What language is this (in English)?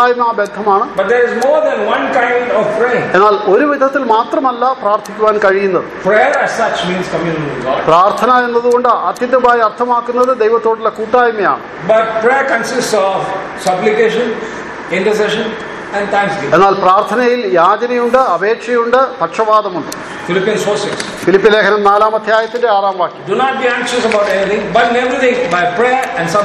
Malayalam